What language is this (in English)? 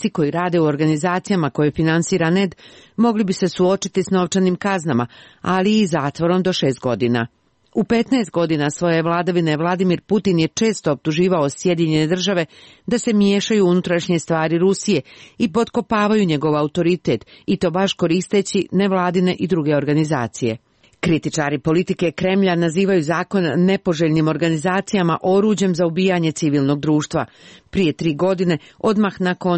Serbian